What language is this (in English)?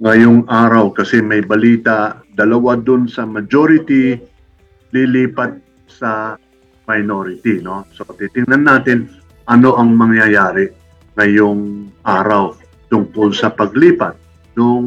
Filipino